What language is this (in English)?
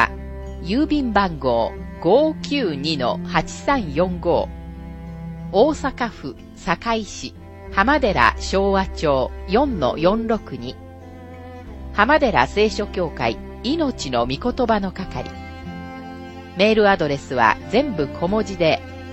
Japanese